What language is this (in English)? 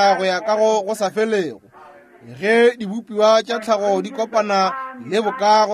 Northern Sotho